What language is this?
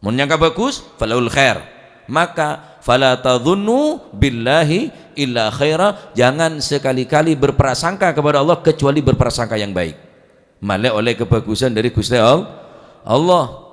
Madurese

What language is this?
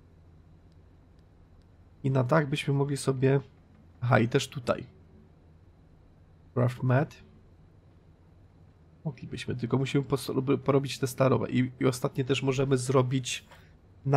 Polish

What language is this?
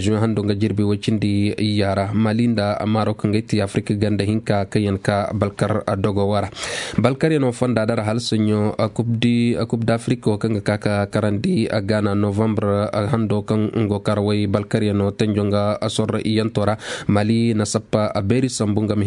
Koyraboro Senni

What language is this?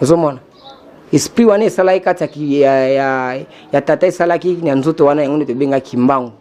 Lingala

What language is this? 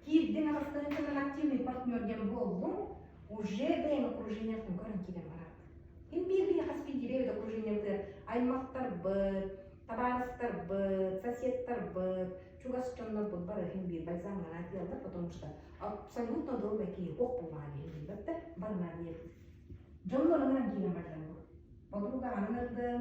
Yakut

